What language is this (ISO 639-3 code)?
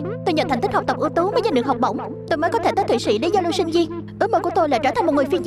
vie